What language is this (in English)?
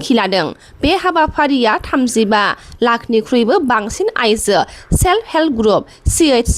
Bodo